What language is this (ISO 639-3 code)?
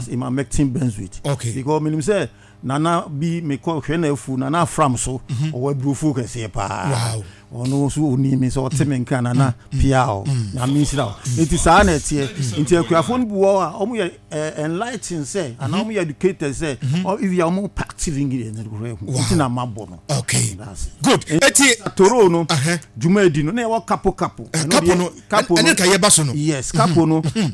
aka